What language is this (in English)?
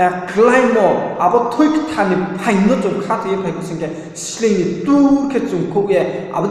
Riang (India)